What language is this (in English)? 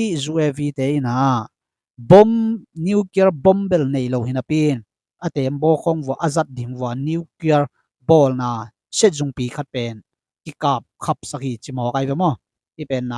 Tedim Chin